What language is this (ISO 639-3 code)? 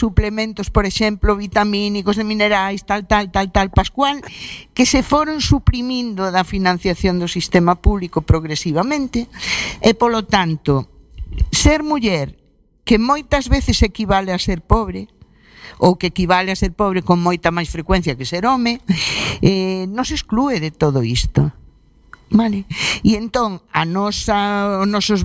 glg